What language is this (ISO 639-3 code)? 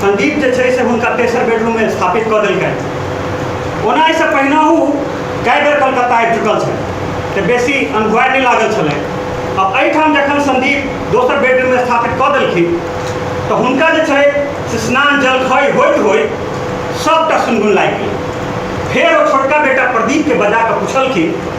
mai